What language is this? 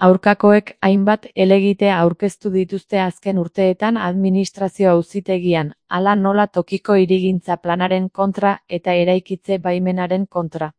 Basque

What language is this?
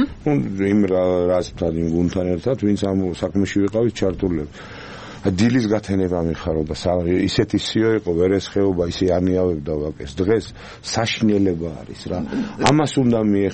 Georgian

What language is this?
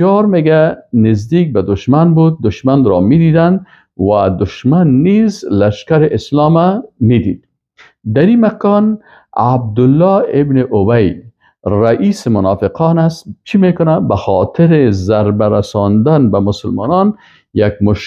Persian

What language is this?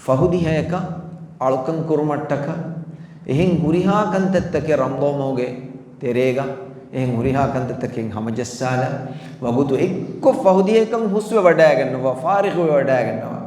Divehi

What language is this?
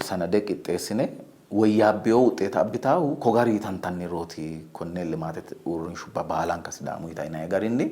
Sidamo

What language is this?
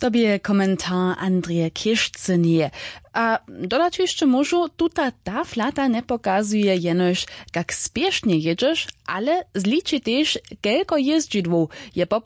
Upper Sorbian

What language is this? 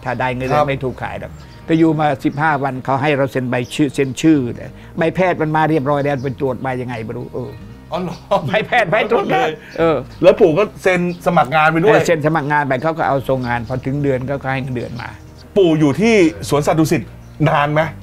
Thai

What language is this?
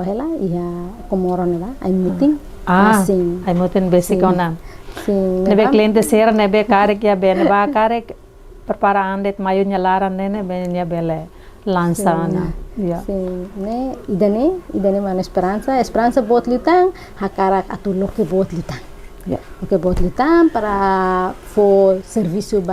Tetum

